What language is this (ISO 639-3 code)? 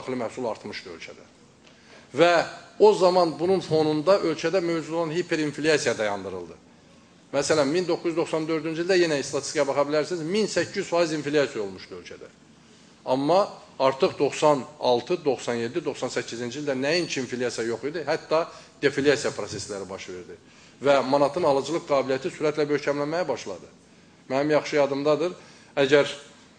aze